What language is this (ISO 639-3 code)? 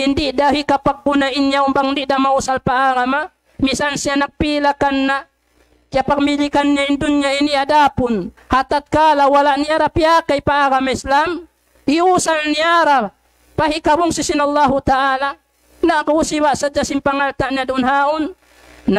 tsg